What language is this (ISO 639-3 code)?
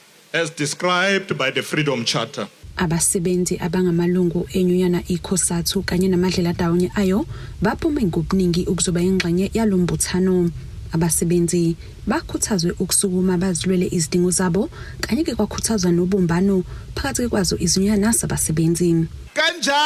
zul